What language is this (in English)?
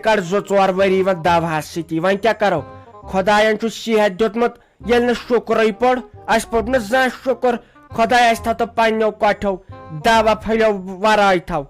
Kashmiri